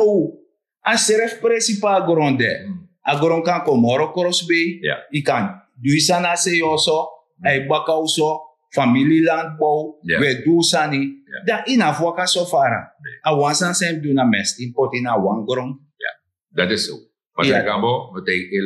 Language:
Sranan Tongo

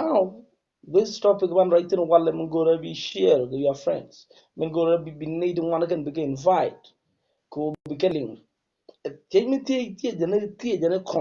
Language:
Nuer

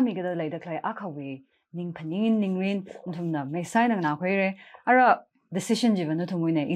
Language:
Tangkhul Naga (India)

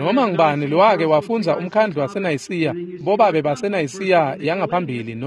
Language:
Swati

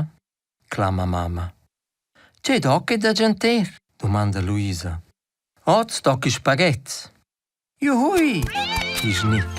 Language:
Romansh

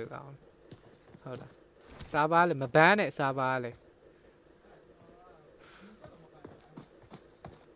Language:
Burmese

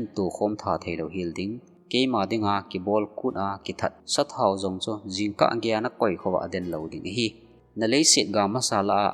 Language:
Thado Chin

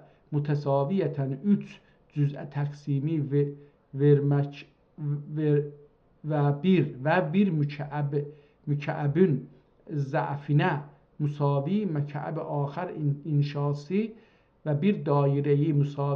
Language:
South Azerbaijani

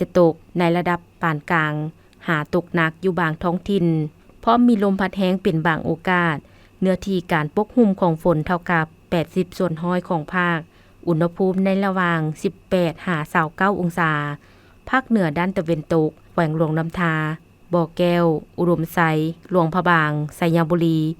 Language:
Lao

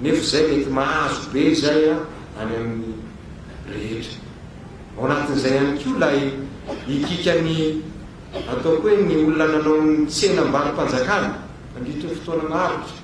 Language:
Malagasy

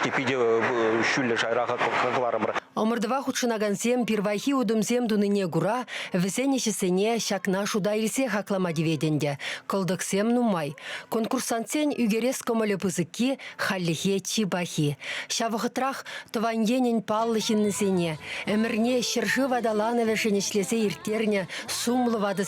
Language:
Chuvash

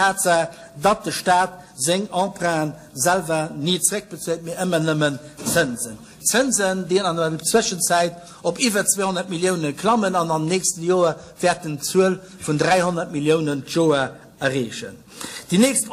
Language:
Luxembourgish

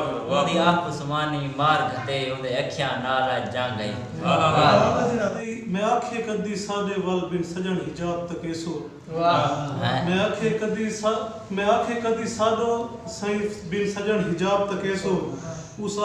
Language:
Saraiki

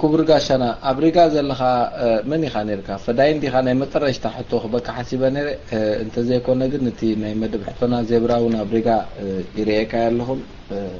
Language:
Tigrinya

